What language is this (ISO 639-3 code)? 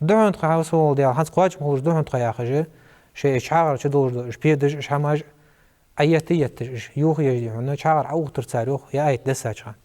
inh